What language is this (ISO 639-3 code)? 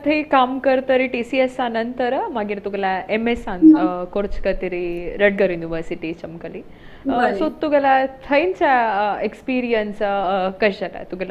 kok